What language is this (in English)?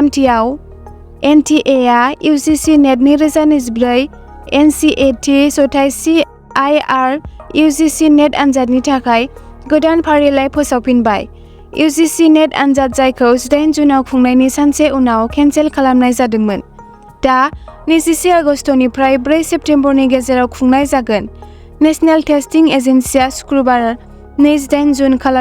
Bodo